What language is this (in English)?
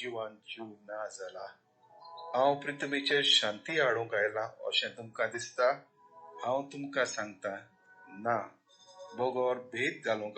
Konkani